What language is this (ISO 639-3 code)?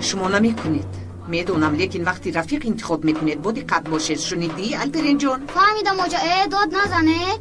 tgk